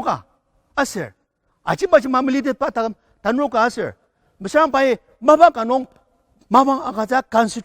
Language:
Ao Naga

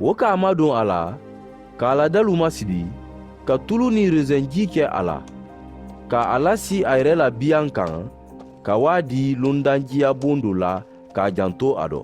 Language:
Mandingo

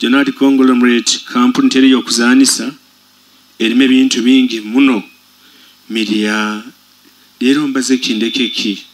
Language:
Nyoro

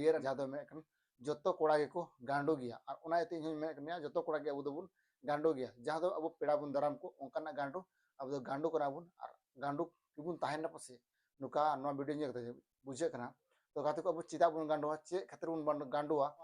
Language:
Santali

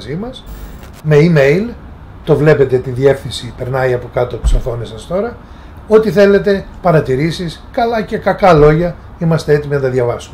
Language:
Greek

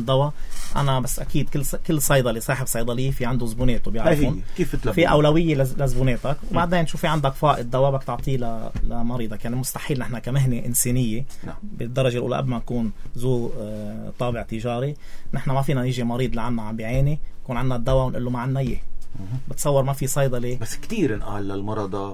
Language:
North Levantine Arabic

